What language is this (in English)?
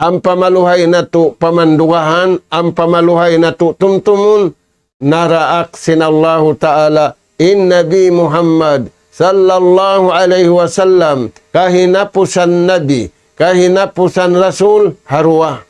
Tausug